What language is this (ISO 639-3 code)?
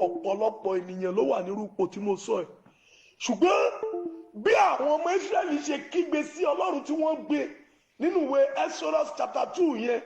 yor